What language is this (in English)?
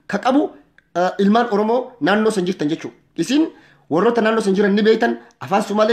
Oromo